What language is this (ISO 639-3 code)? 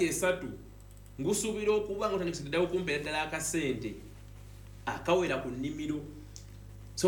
lug